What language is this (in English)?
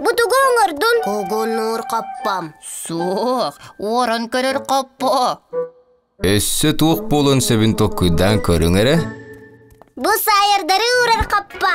Yakut